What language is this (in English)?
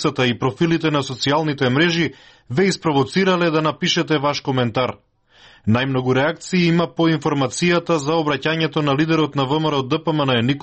Macedonian